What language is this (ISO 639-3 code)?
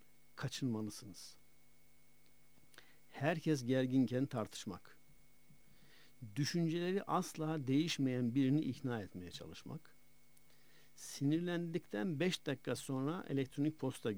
tur